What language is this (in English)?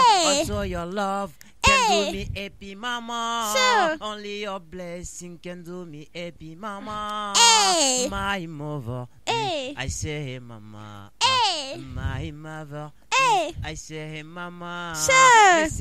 Bambara